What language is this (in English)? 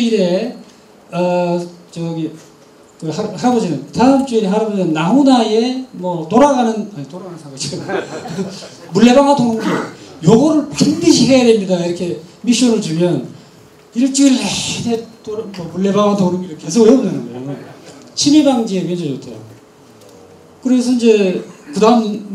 Korean